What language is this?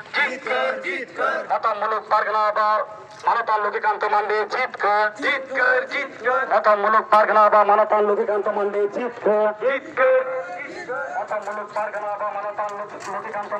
Santali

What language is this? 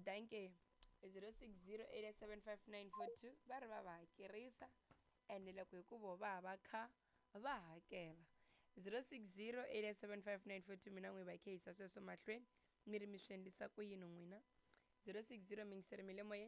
Tsonga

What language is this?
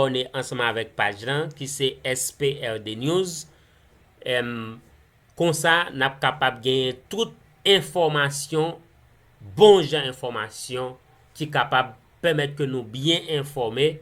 Haitian Creole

